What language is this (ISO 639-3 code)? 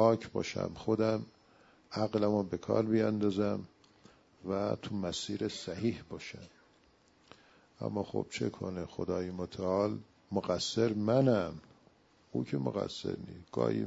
fas